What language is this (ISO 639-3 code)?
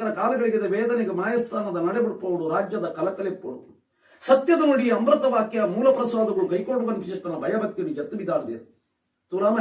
tcy